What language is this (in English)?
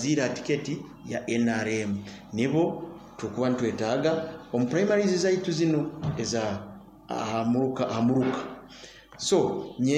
Nyoro